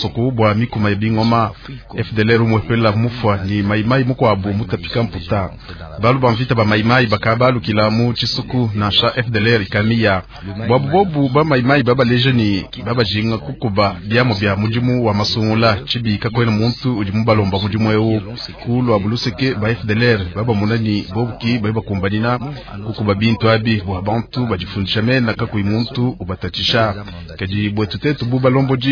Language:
Luba-Lulua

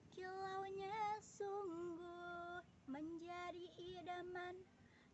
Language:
Banjar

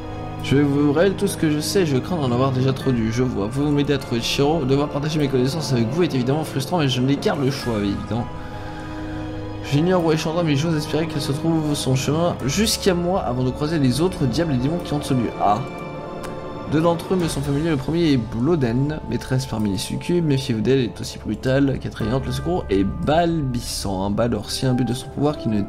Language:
French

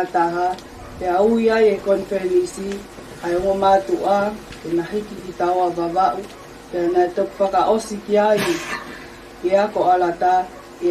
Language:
Tongan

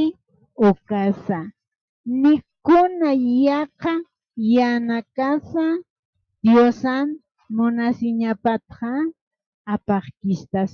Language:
Aymara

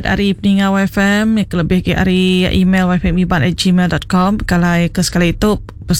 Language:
Iban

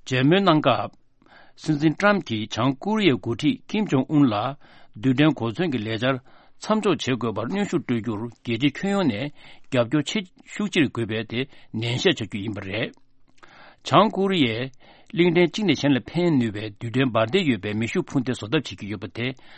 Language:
Tibetan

